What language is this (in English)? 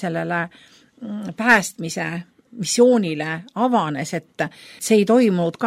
Estonian